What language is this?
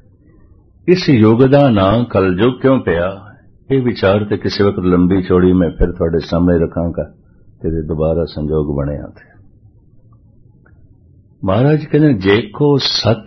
Punjabi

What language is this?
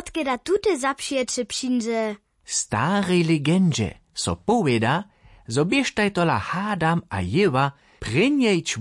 Upper Sorbian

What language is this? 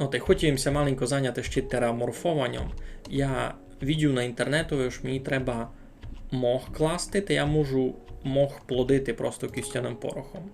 Rusyn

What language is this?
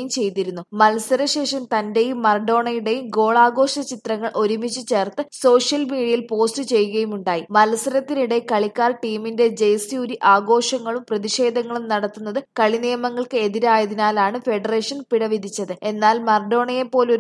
Malayalam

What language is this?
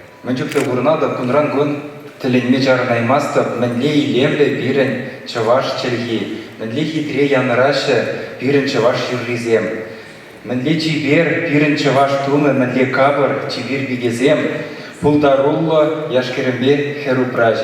Chuvash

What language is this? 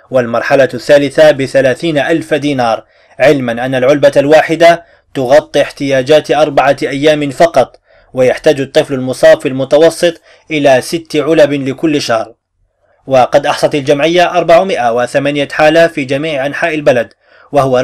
Arabic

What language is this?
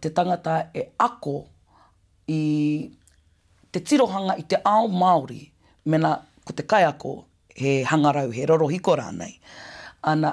Māori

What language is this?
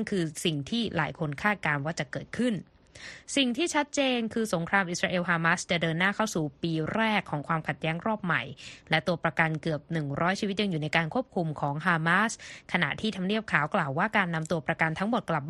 Thai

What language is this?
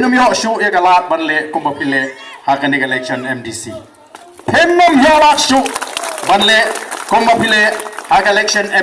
Khasi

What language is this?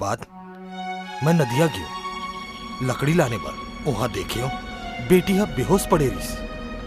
Chhattisgarhi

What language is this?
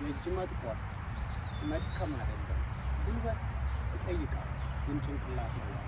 Amharic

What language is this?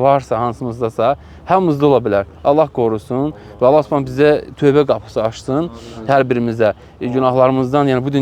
Azerbaijani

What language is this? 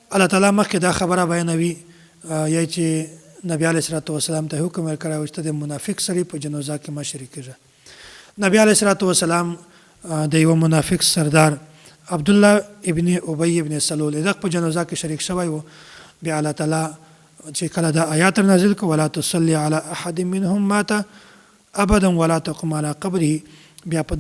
Pashto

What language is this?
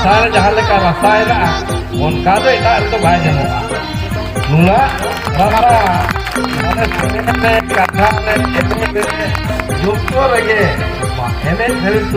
Santali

